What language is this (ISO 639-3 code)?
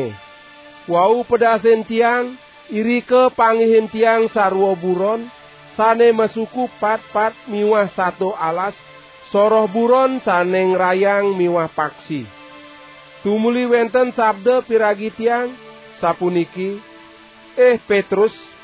ban